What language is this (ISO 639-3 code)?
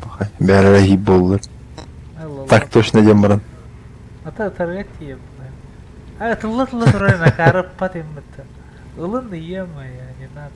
sah